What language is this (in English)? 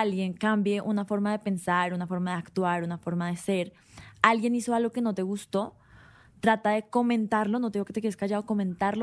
Spanish